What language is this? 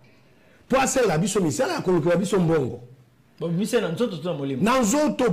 Lingala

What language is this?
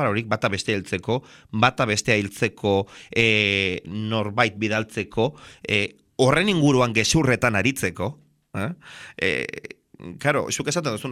Basque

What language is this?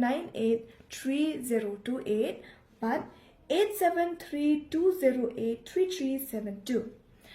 Khasi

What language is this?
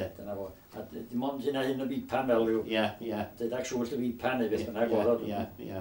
Welsh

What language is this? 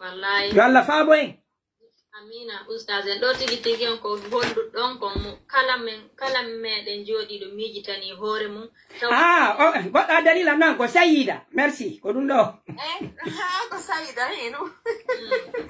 Pular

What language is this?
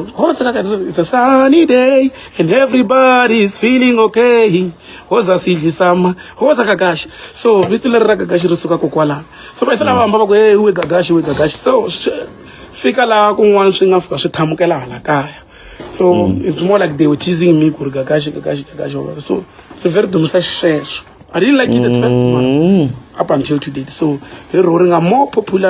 Tsonga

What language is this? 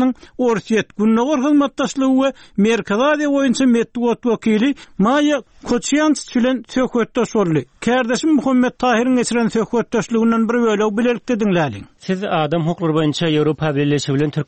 Turkmen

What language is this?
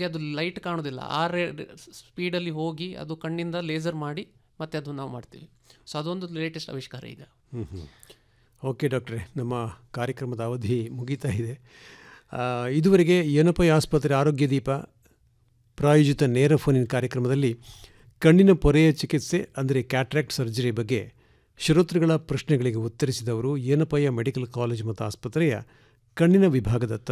Kannada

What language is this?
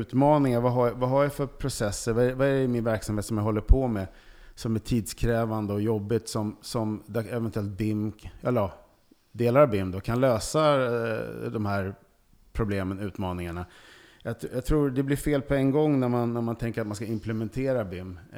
Swedish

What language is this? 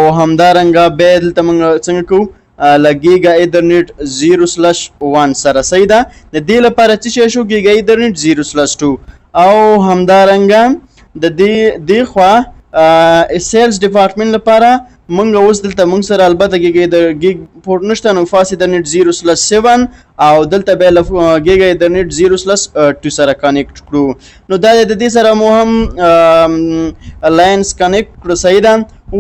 Pashto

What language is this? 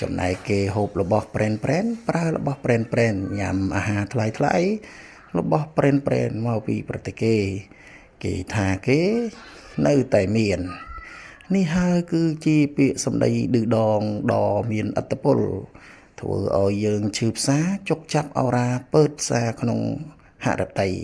Khmer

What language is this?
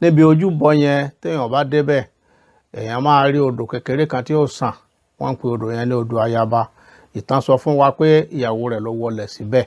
Yoruba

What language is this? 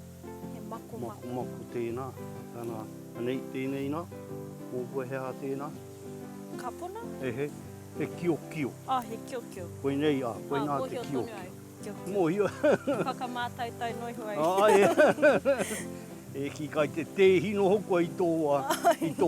Māori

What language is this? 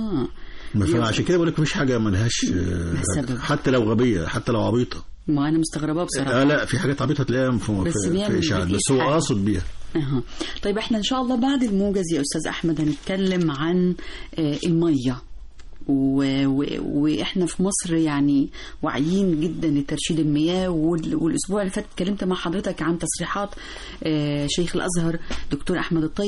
Egyptian Arabic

